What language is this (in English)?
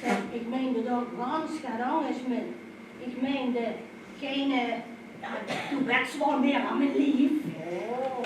Limburgish